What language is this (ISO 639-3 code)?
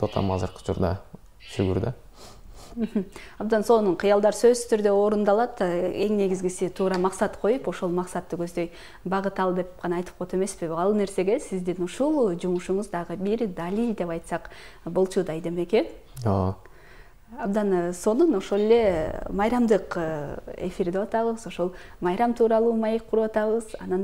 kir